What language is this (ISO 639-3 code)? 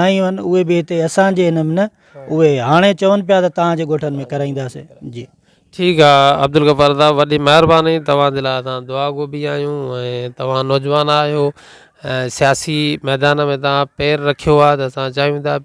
snd